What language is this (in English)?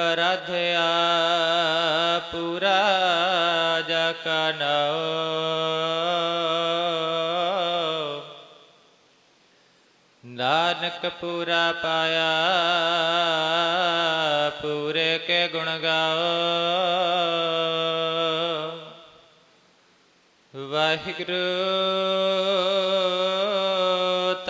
Punjabi